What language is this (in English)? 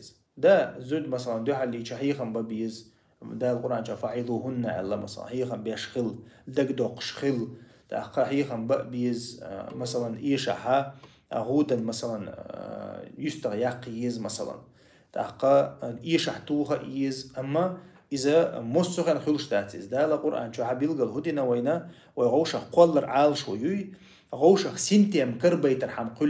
Chechen